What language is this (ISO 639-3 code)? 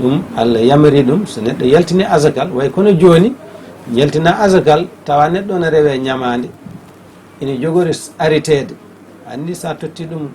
ful